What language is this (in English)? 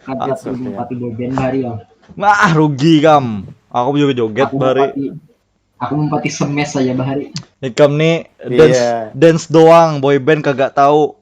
Banjar